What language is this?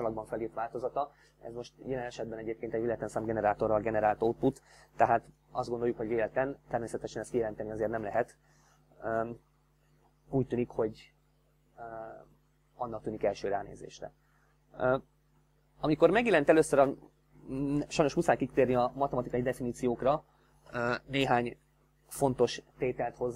Hungarian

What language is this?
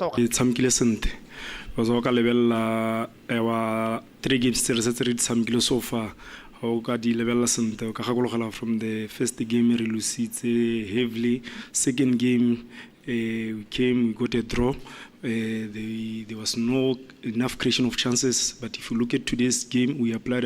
Tswana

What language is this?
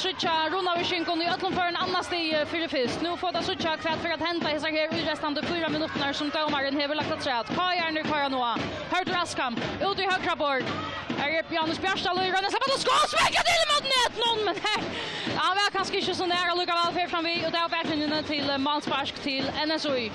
Faroese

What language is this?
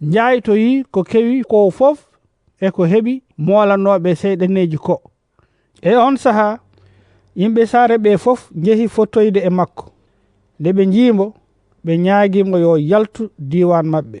Fula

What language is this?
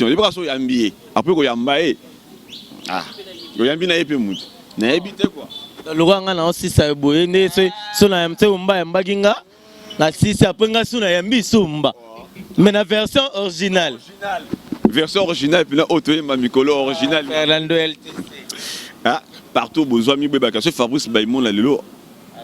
Lingala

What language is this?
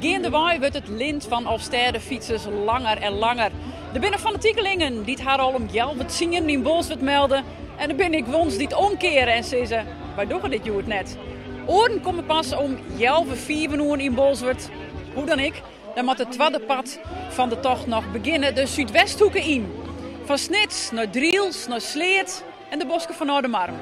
Western Frisian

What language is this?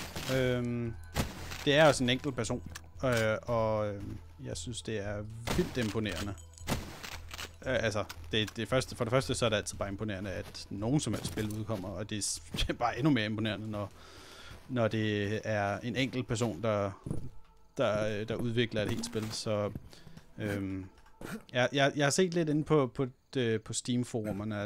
Danish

